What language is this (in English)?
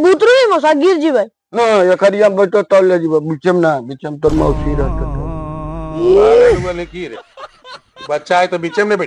Magahi